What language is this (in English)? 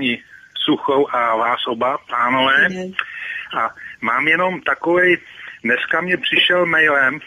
Czech